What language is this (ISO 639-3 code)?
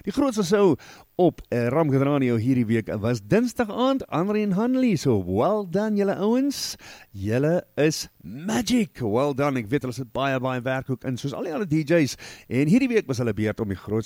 afr